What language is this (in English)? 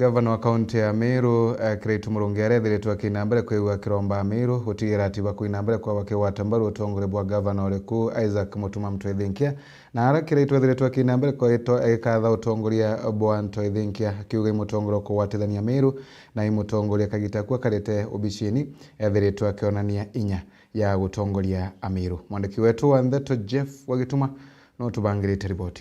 Meru